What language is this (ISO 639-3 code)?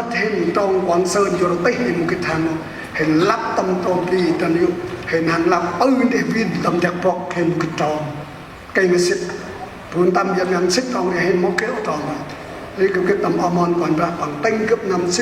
cmo